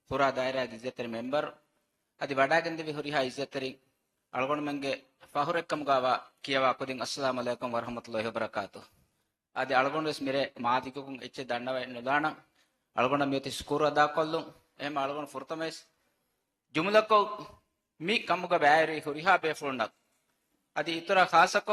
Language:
Divehi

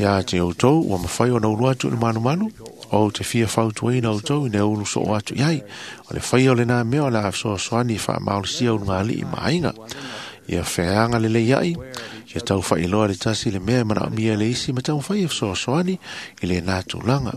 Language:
Samoan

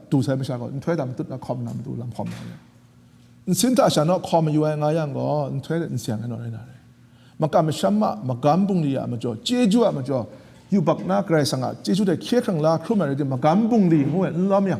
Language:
Kachin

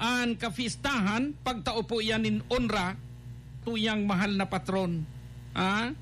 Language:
Bikol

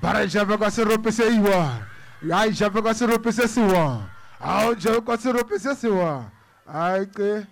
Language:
Southern Sotho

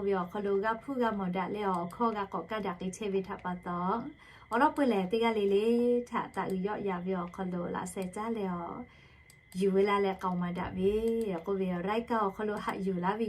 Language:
Lahu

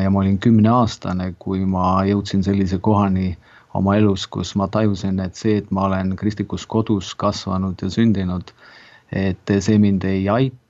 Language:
Estonian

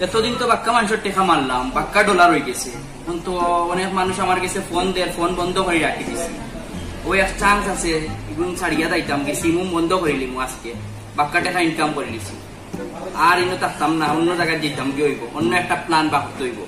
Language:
Sylheti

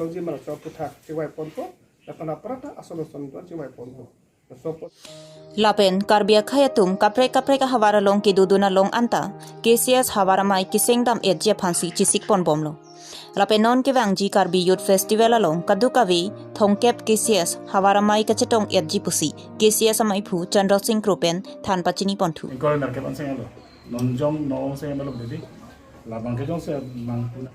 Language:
Karbi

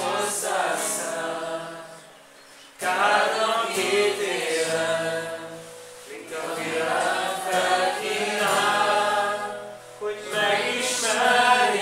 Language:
Hungarian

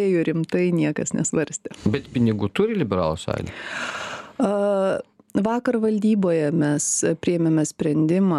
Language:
Lithuanian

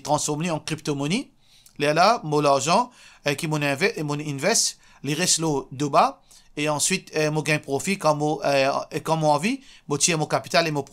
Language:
Morisyen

